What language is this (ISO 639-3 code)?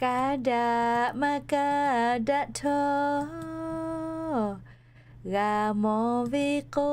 lhu